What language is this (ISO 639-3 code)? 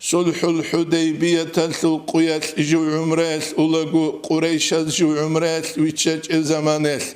ava